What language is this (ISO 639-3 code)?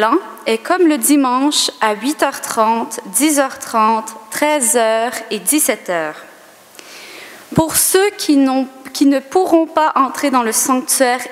fra